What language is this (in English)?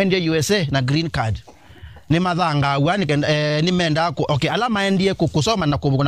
Kamba